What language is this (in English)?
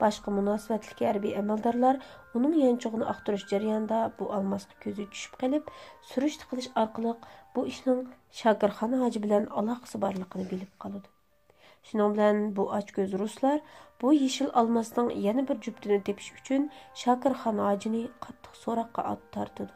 Uyghur